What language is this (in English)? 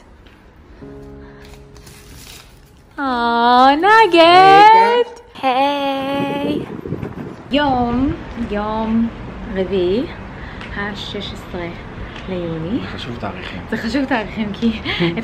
Hebrew